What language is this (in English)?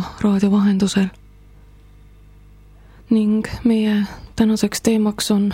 Estonian